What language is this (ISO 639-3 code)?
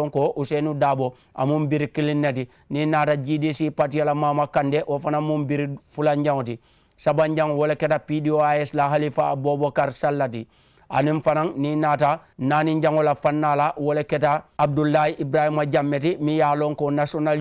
man